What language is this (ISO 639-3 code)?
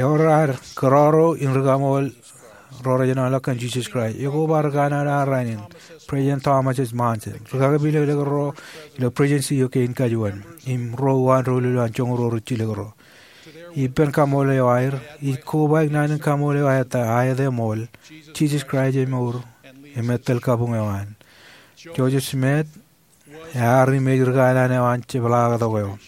mah